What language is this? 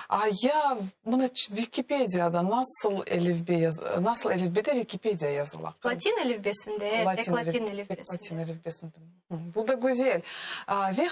Crimean Tatar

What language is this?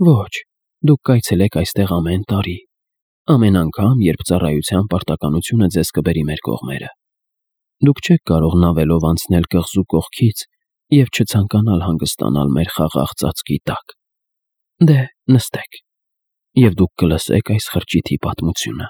Armenian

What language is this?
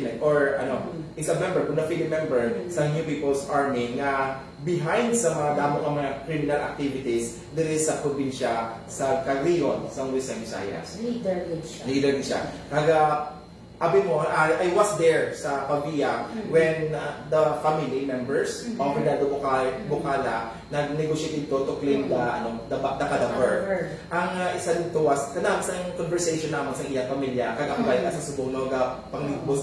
Hiligaynon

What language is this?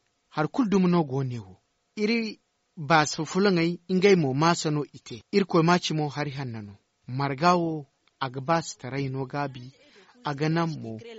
Zarma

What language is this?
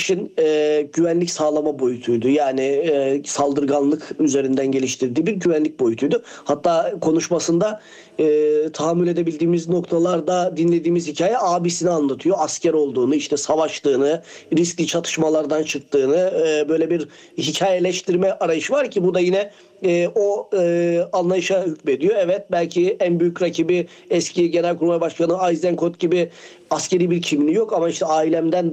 Turkish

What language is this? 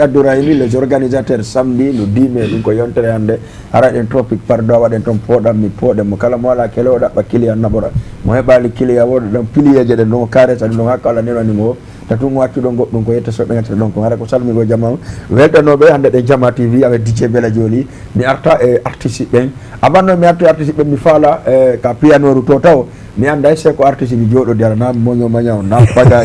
Fula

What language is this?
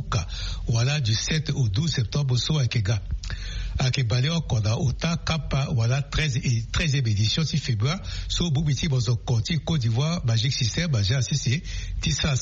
Sango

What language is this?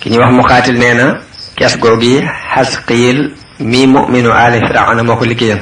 Wolof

